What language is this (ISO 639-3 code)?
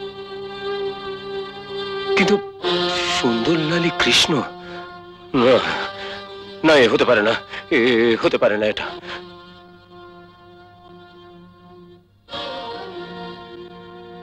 ben